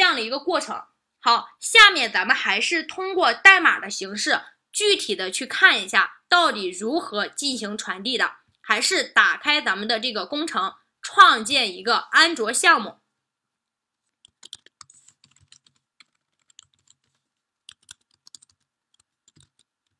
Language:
Chinese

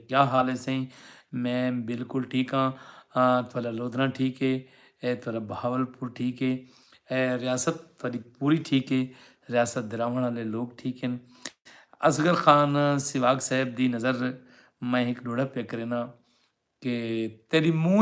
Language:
Saraiki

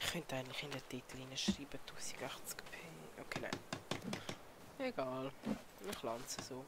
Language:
Swiss German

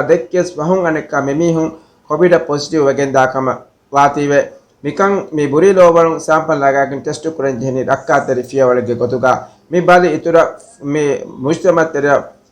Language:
Divehi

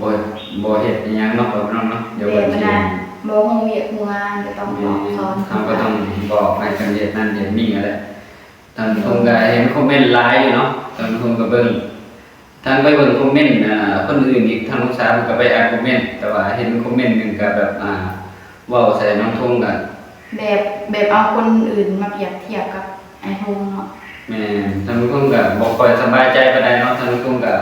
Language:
Northeastern Thai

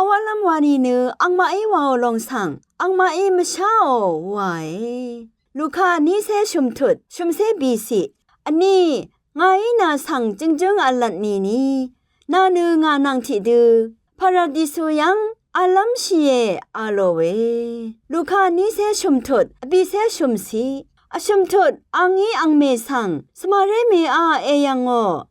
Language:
Rawang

